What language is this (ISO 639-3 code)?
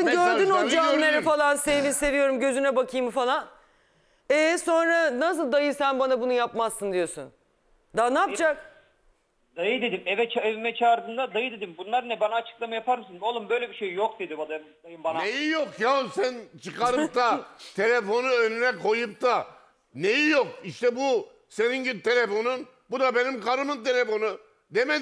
tur